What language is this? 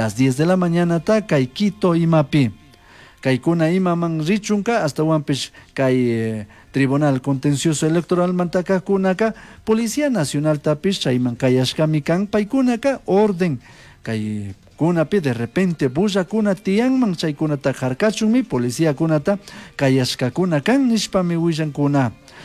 Chimborazo Highland Quichua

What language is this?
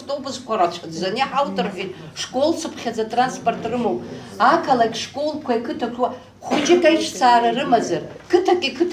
Abkhazian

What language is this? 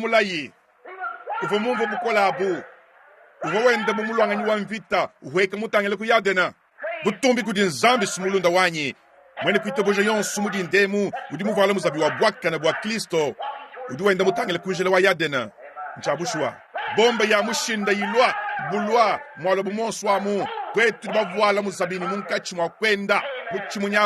Luba-Lulua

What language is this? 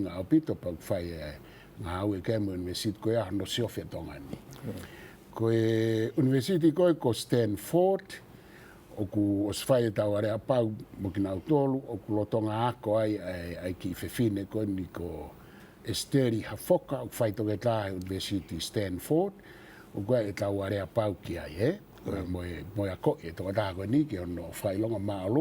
Tongan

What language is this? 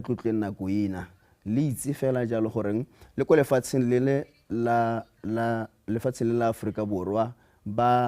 Tswana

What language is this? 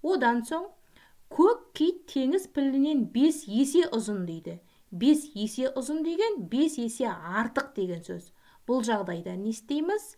Kazakh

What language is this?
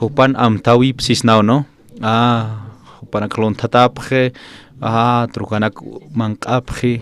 Aymara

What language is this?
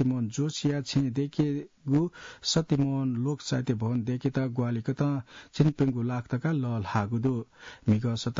Newari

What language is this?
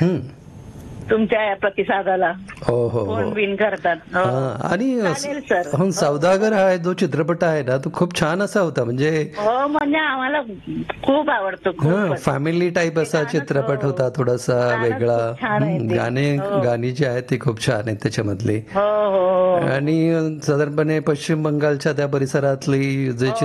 Marathi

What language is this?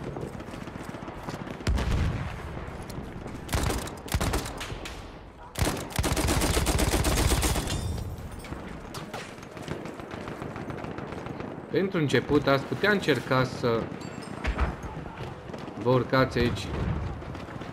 Romanian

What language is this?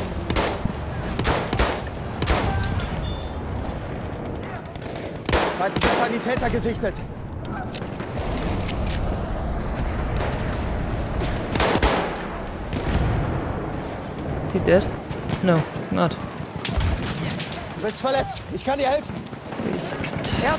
English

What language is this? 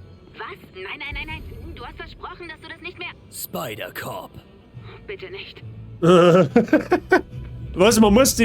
Bavarian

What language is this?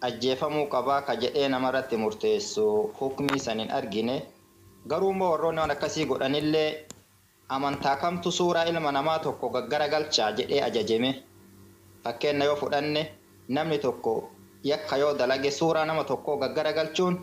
Oromo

